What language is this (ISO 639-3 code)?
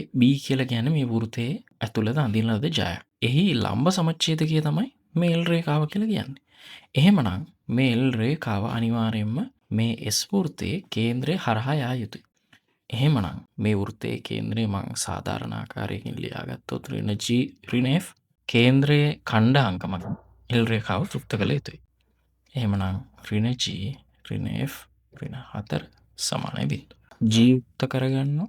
sin